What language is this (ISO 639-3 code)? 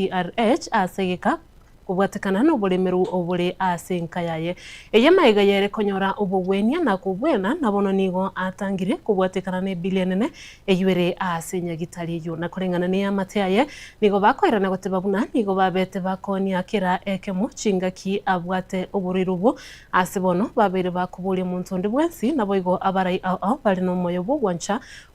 guz